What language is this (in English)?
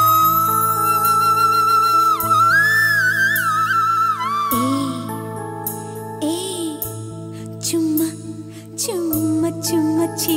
Malayalam